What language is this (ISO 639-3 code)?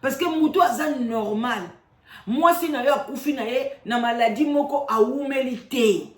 lin